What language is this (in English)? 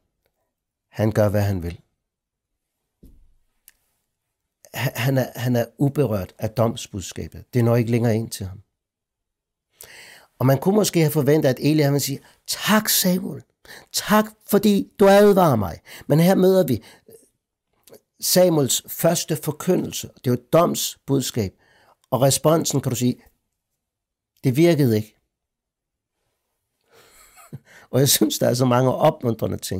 Danish